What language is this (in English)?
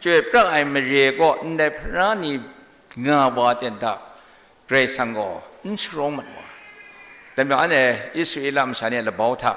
Kachin